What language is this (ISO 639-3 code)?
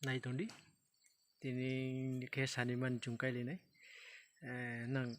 ria